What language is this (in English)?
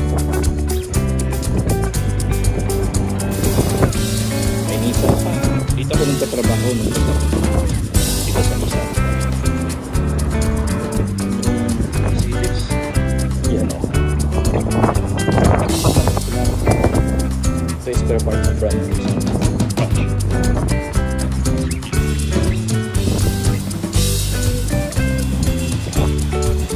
Filipino